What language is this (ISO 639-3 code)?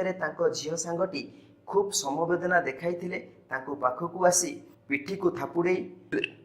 ori